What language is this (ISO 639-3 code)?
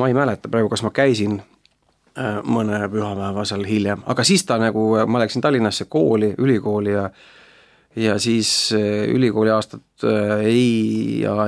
est